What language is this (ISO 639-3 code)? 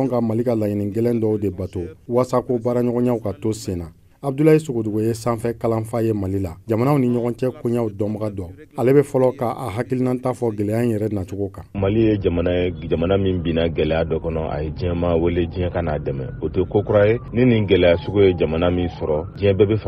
bam